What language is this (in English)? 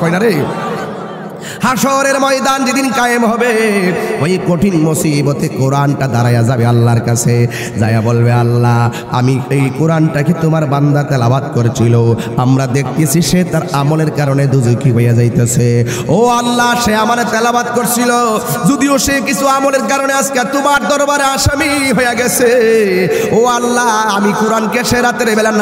Bangla